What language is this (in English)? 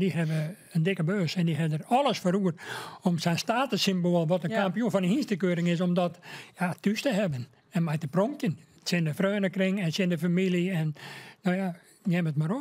Western Frisian